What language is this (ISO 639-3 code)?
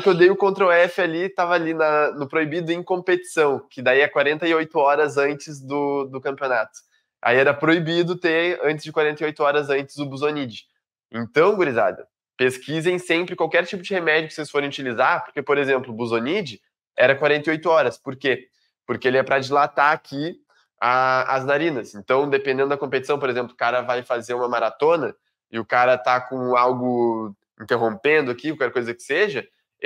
por